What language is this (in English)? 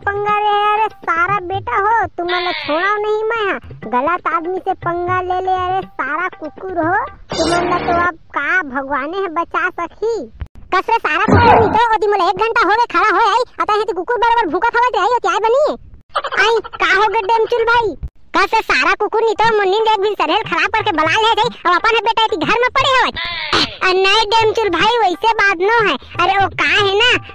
Chhattisgarhi